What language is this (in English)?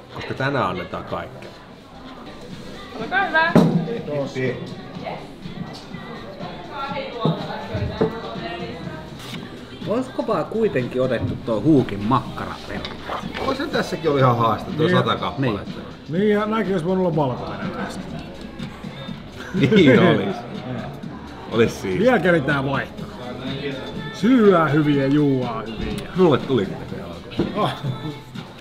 Finnish